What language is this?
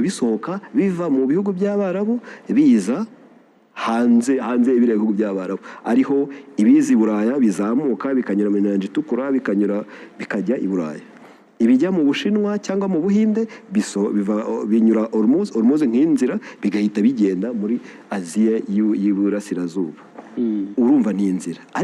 Kinyarwanda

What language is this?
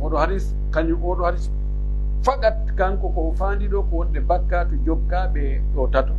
Pular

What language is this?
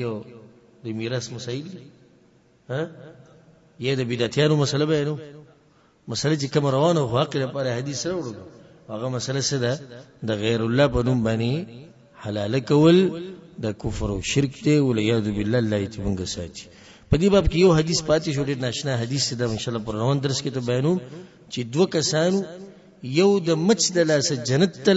Pashto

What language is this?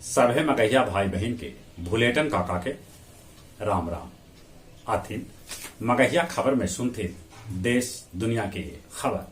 Magahi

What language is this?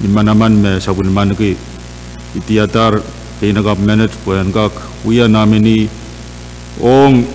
Pohnpeian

